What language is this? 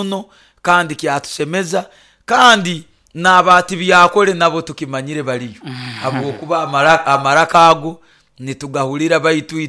Nyoro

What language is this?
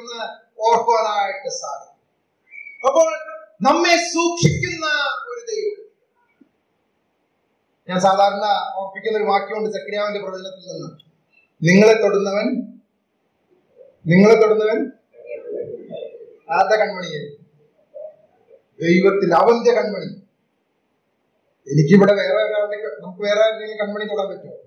Malayalam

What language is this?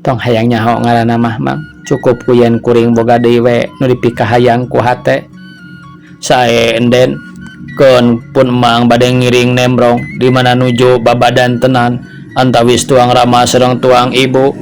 Sundanese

